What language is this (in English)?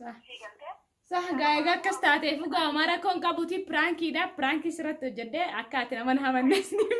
Oromo